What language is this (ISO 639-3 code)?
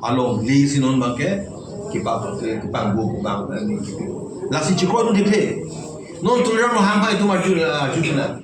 mjw